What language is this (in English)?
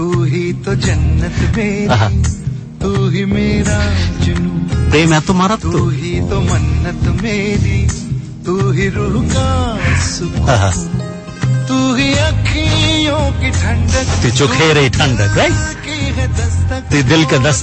Bangla